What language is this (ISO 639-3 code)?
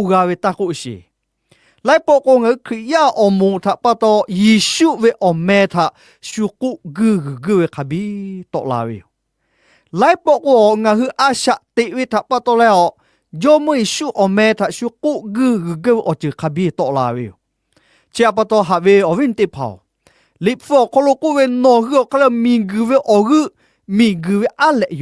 lhu